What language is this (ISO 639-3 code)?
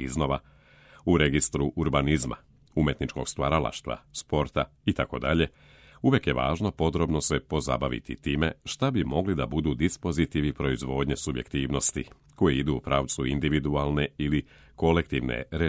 srp